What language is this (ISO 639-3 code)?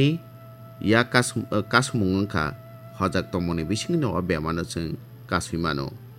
trp